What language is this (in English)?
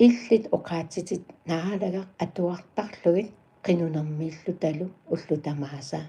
Kalaallisut